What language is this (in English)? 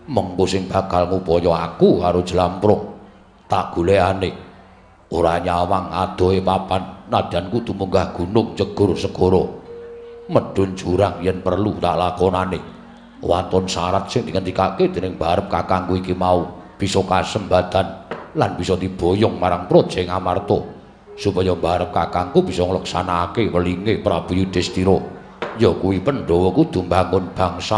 Javanese